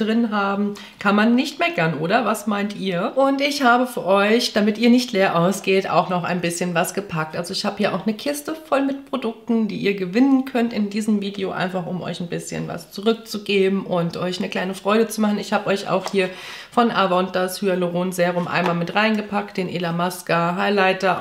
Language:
German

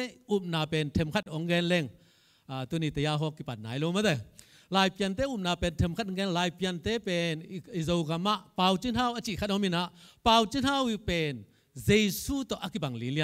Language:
Tedim Chin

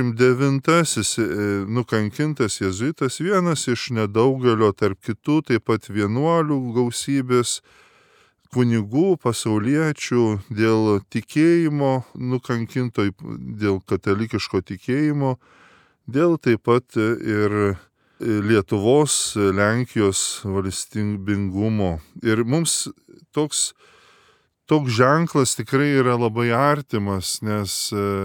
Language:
Lithuanian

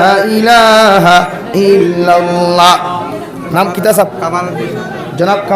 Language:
Sylheti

